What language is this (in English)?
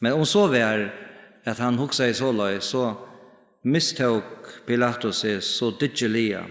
Faroese